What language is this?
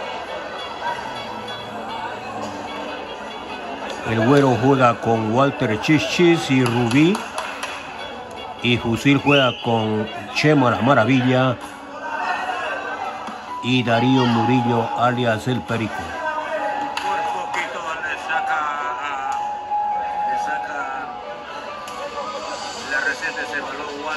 Spanish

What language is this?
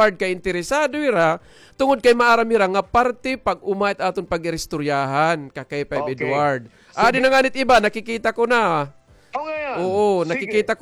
Waray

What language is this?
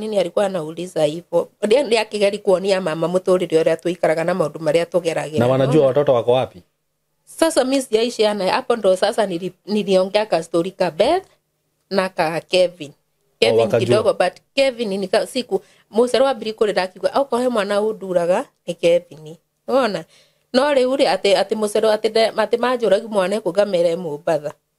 Kikuyu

